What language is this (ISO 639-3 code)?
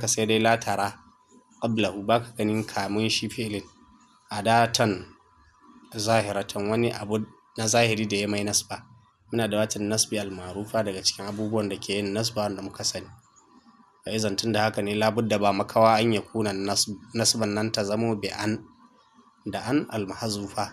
hau